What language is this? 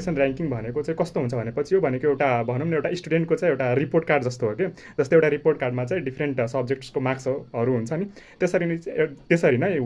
Nepali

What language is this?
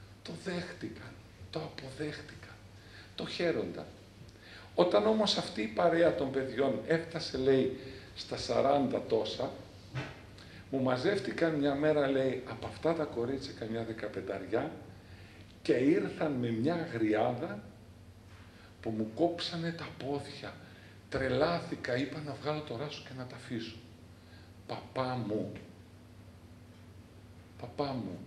Greek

